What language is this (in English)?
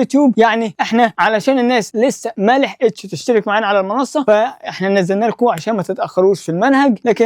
Egyptian Arabic